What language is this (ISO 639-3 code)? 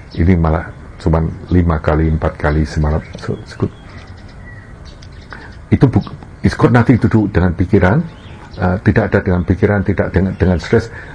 ind